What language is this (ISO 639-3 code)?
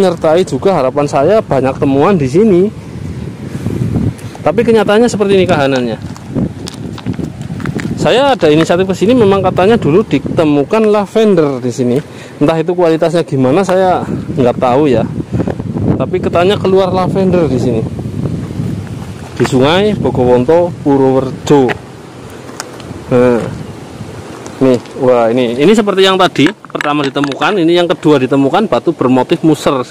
ind